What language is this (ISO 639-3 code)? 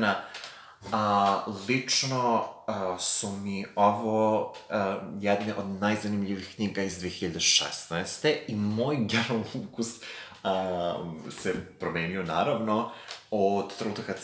srp